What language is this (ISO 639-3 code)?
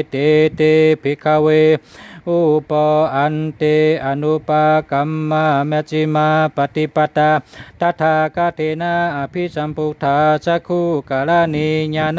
shn